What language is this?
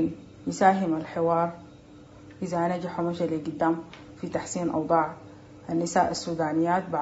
Sudanese Arabic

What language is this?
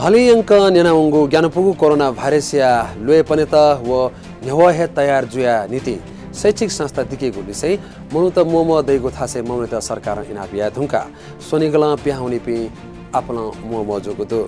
Newari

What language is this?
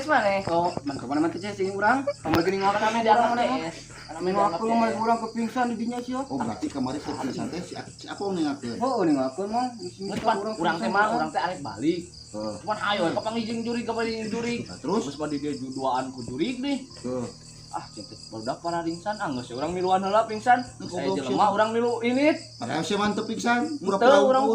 Sundanese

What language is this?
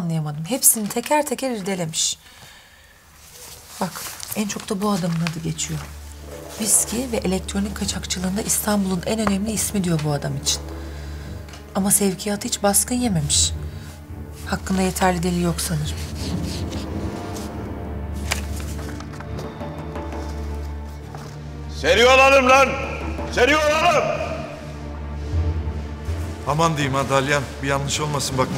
Turkish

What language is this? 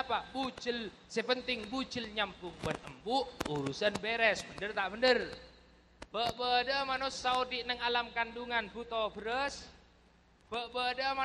Madurese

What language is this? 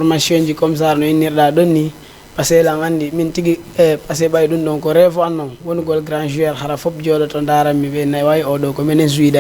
Fula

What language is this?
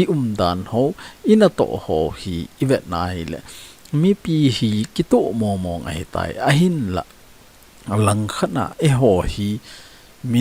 Thado Chin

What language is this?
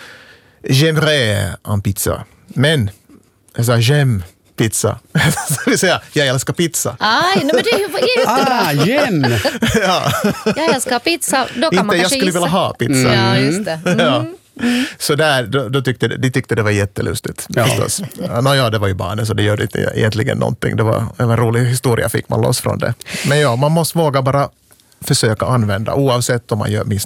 Swedish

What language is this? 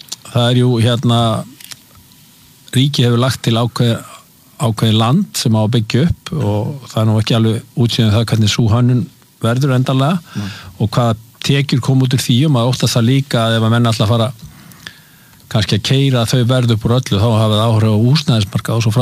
Icelandic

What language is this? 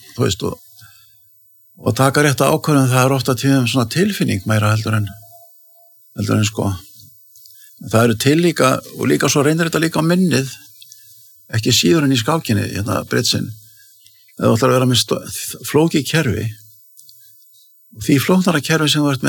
Icelandic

